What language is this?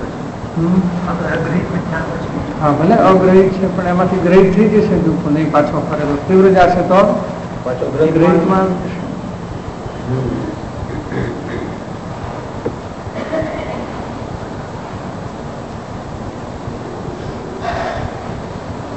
Gujarati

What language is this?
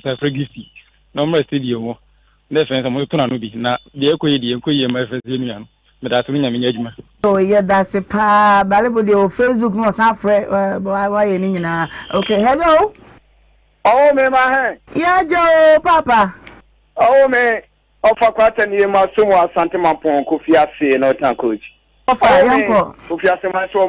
Akan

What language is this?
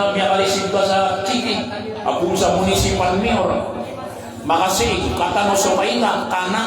Maranao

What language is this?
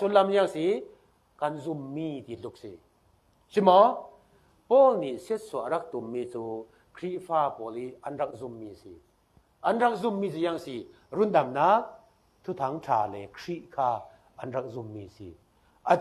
Falam Chin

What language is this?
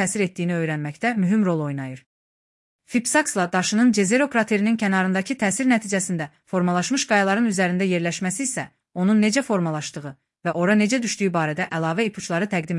Azerbaijani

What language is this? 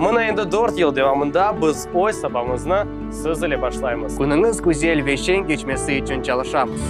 Crimean Tatar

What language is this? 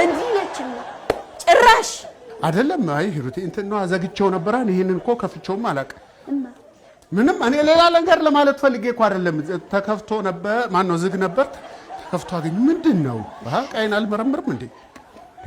Amharic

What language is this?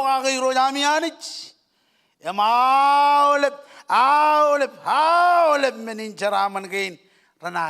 Marshallese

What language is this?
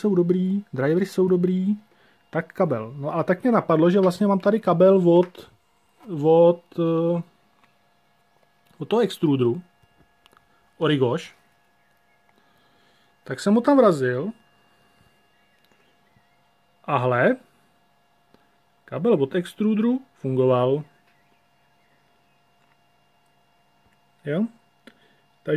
Czech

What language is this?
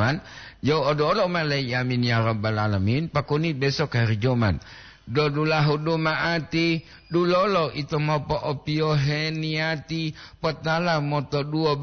Gorontalo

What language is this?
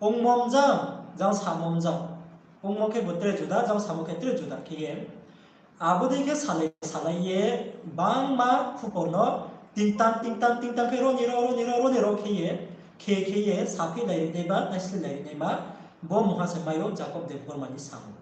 Riang (India)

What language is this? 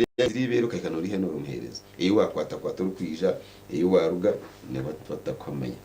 Nyankole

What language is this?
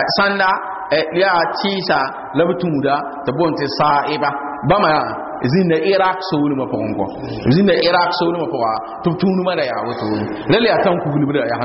Mossi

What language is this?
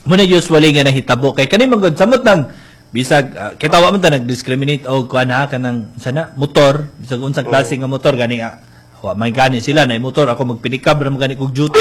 Cebuano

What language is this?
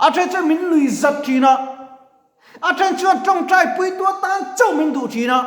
Mizo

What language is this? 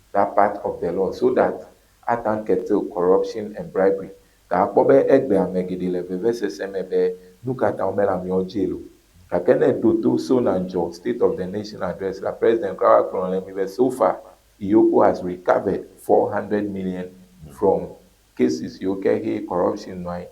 Ewe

